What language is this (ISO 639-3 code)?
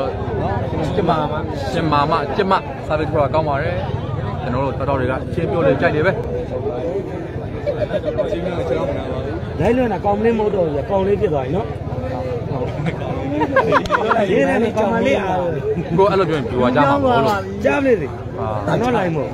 mya